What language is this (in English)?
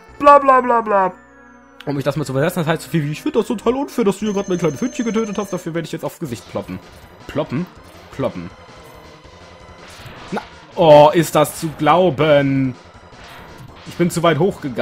German